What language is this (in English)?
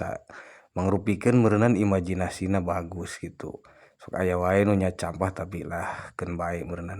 Sundanese